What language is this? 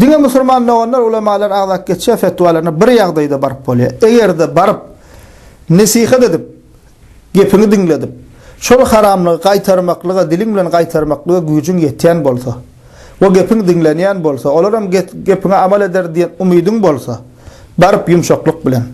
Turkmen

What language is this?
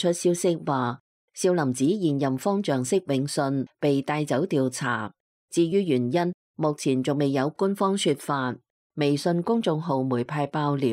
Cantonese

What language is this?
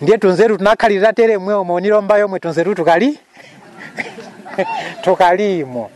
Nyanja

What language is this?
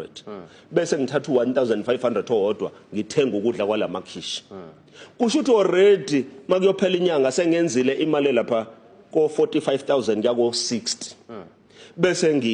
Zulu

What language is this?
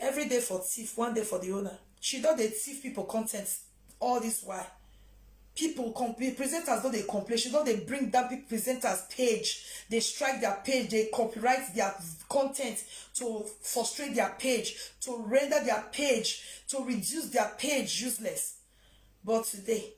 Nigerian Pidgin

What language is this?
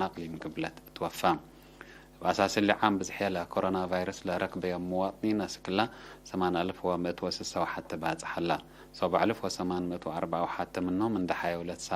Tigre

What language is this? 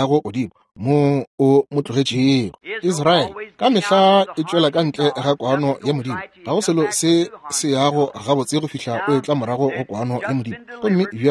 Northern Sotho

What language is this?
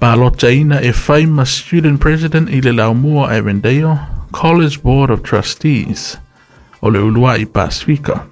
Samoan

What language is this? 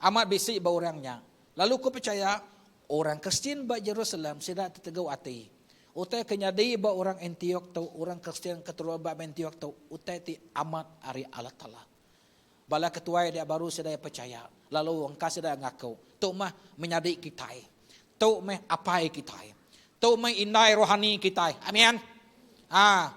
Iban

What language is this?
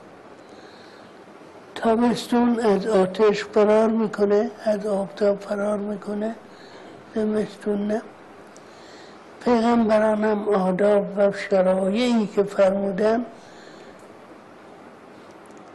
Persian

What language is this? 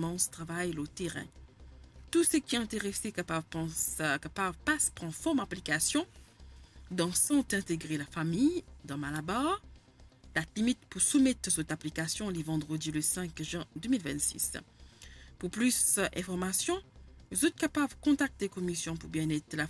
Morisyen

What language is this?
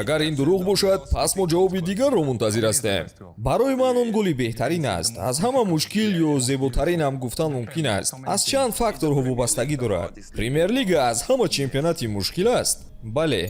Tajik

